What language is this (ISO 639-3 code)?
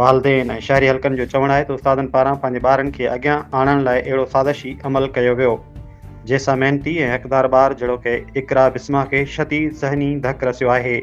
snd